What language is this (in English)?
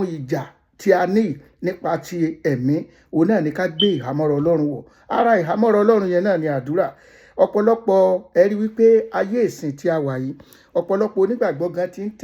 Yoruba